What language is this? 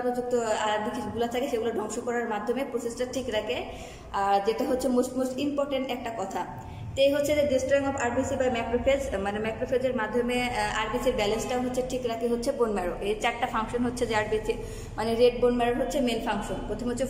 Bangla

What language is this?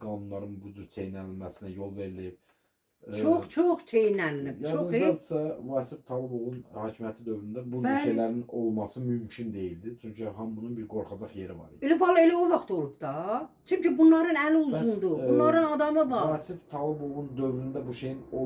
Azerbaijani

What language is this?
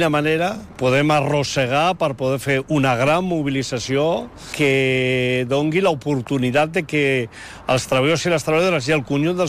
Catalan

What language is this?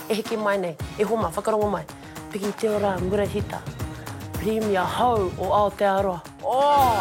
Māori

